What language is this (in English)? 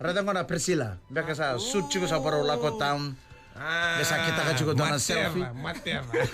Fijian